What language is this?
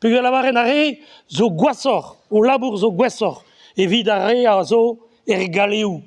Breton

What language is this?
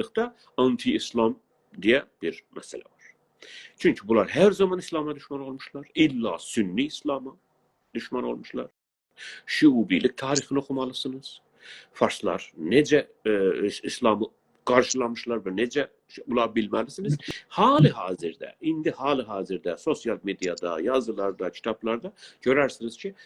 South Azerbaijani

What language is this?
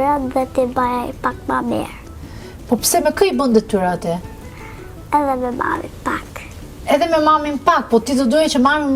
Albanian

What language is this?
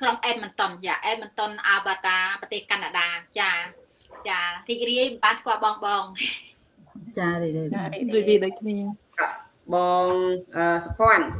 Khmer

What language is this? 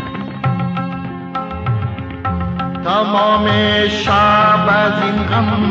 Persian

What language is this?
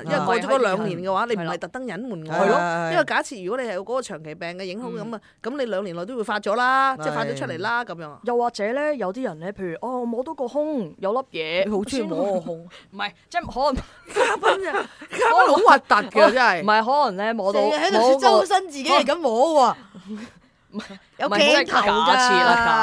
Cantonese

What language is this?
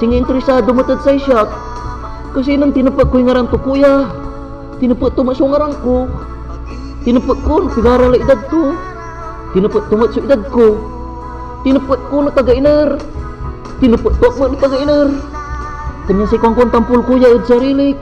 Pangasinan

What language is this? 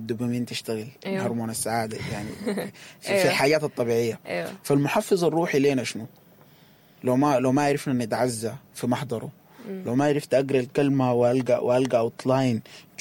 Sudanese Arabic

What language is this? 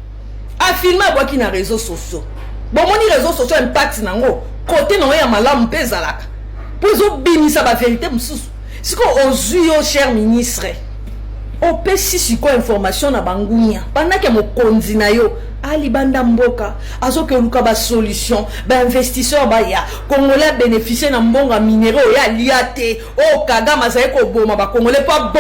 Lingala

